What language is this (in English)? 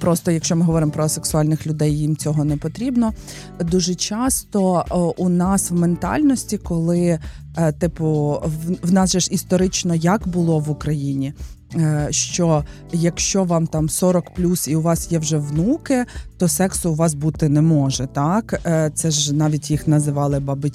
Ukrainian